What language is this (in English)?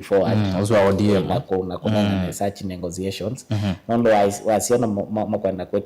Kamba